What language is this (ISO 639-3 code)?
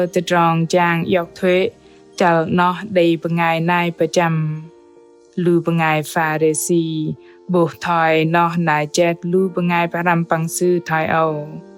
bdq